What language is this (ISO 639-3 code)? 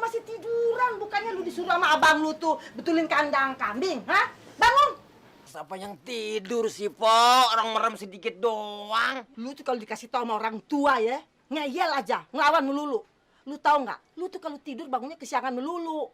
bew